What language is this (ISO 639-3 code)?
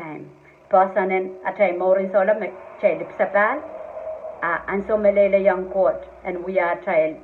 pon